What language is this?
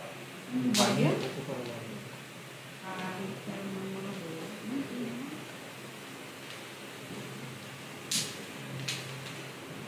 Filipino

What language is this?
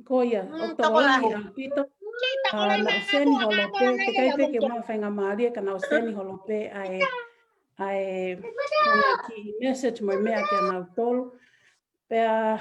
Tongan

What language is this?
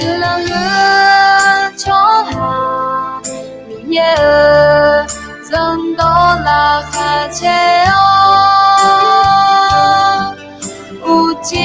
Akha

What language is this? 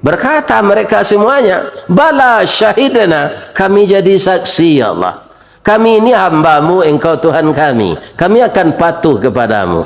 Minangkabau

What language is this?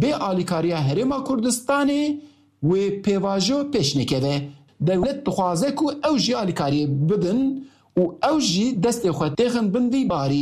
Kurdish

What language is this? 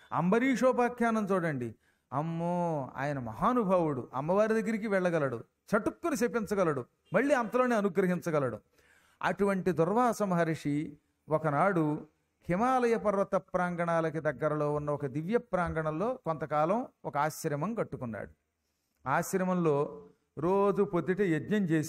Telugu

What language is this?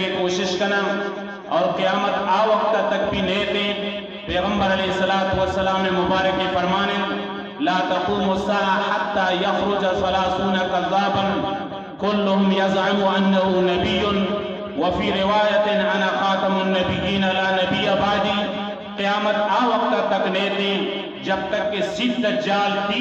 Eastern Balochi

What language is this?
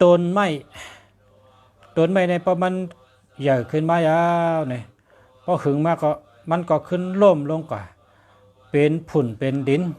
Shan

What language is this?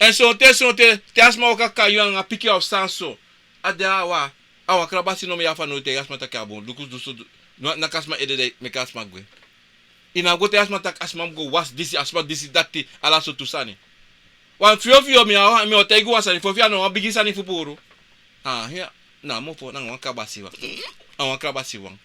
Sranan Tongo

